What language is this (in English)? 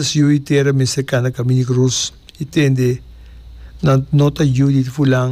Papiamento